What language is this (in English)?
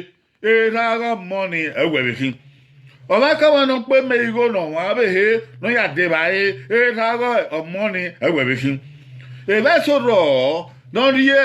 Bini